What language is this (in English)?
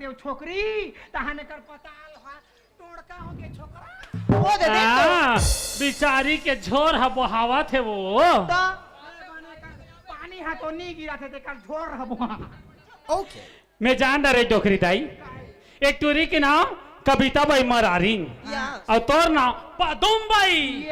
Chhattisgarhi